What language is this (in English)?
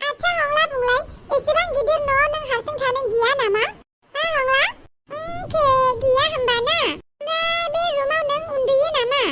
Bodo